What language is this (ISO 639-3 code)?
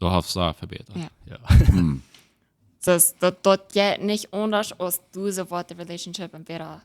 pdt